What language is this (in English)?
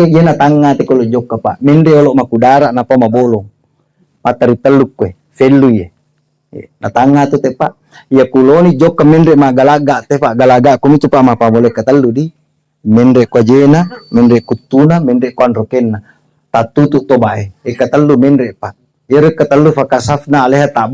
Buginese